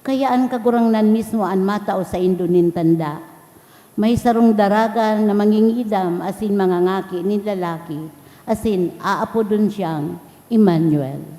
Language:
Bikol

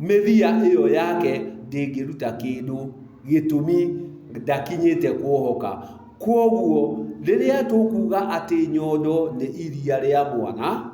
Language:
Kikuyu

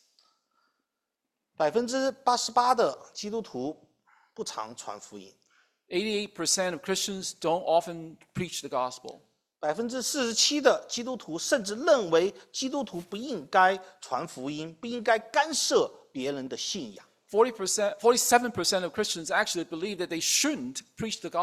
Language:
Chinese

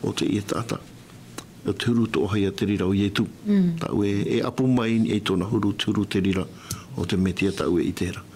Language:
Tahitian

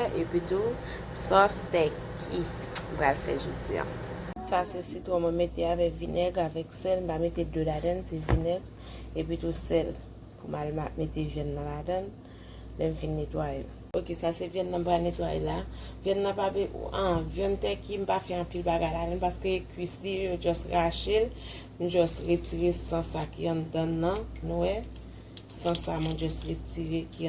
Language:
Haitian Creole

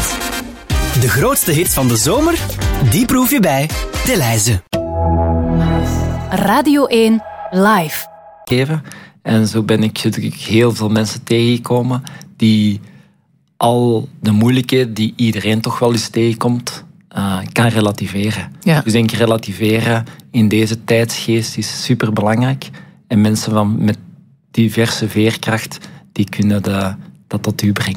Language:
Dutch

